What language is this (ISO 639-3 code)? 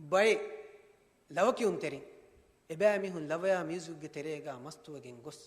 div